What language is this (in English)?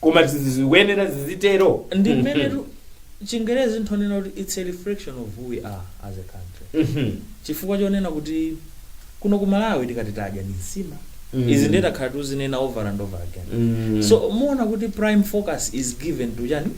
Nyanja